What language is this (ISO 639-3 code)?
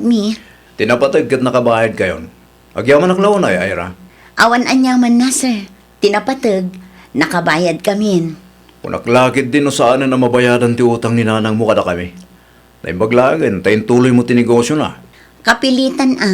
ilo